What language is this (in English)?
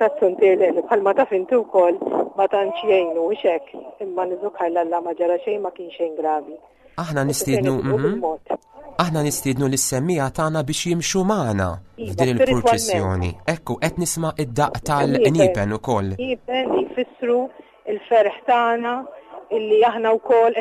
Maltese